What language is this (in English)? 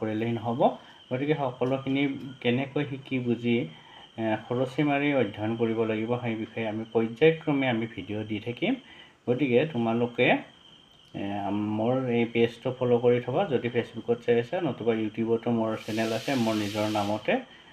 Assamese